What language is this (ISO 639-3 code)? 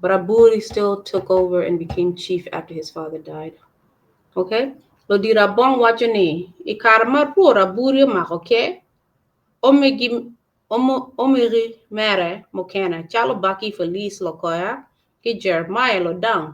ach